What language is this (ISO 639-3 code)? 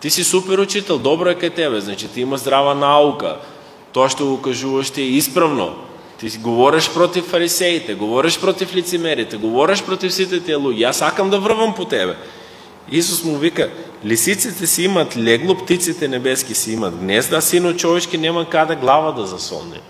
mkd